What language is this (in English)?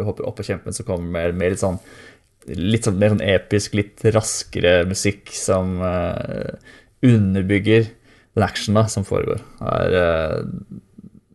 Norwegian